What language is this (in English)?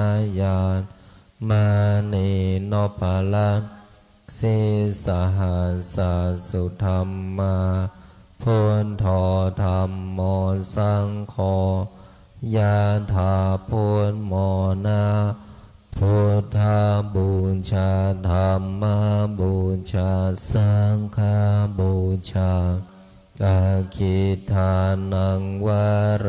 Pali